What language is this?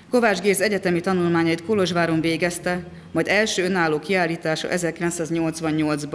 Hungarian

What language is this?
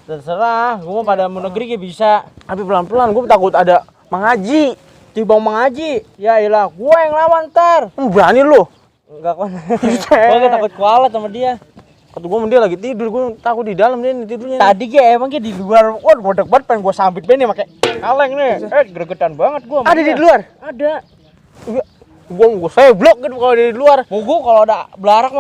Betawi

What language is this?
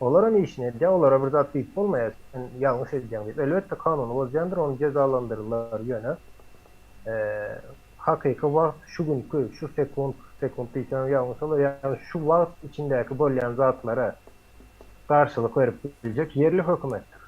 Turkmen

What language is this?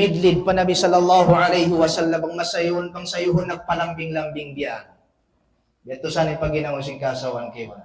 Tausug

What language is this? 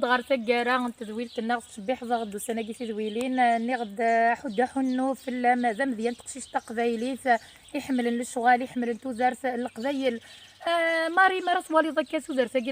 Kabyle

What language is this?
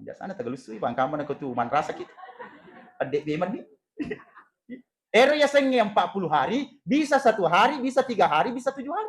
Buginese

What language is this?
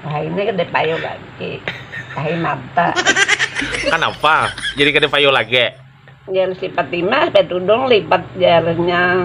Banjar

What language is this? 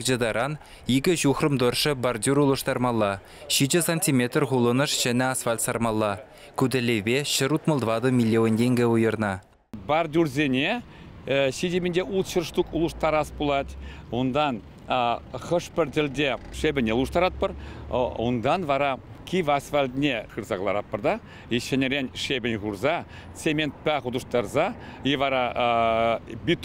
Chuvash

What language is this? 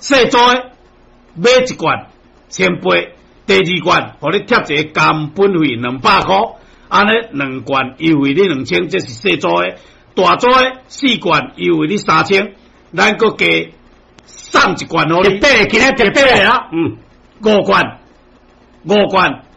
Min Nan Chinese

